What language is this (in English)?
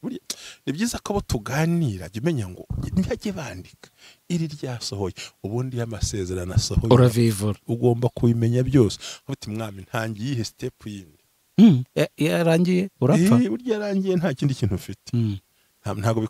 Kinyarwanda